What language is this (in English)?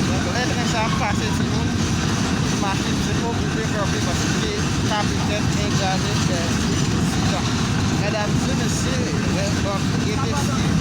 Haitian Creole